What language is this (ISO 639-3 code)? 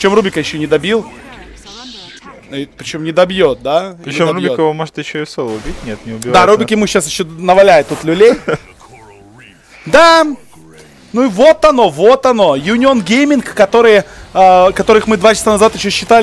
rus